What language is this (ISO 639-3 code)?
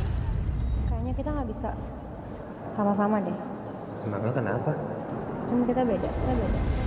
ind